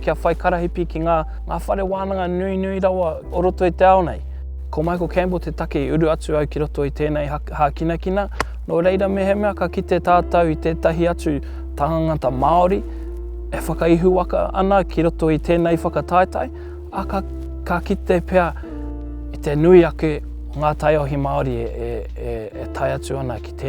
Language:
Māori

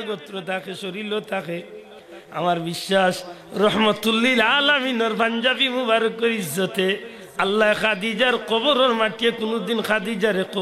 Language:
Sylheti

